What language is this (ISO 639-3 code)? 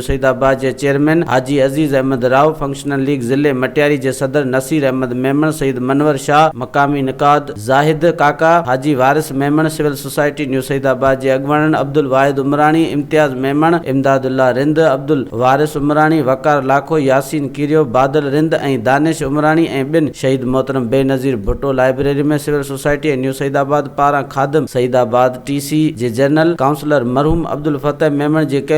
snd